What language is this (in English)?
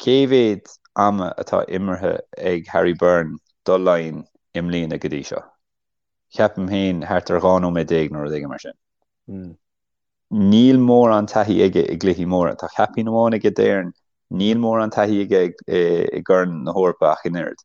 Irish